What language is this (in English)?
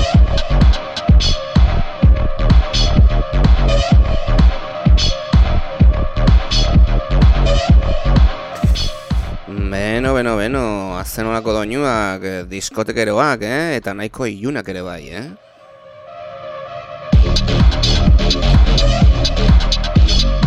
Basque